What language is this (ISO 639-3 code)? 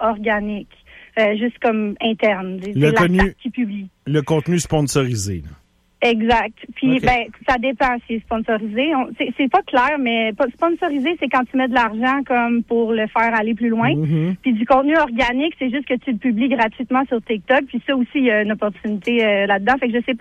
fra